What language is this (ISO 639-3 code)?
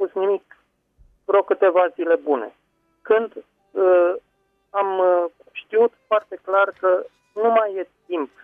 ron